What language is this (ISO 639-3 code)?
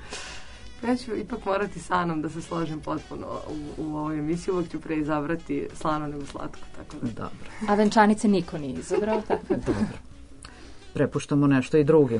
srp